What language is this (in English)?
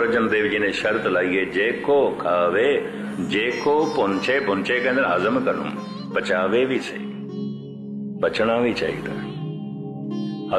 Punjabi